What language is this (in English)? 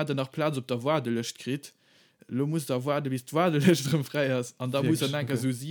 Luxembourgish